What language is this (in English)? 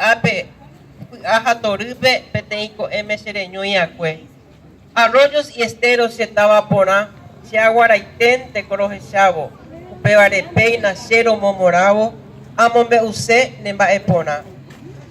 Guarani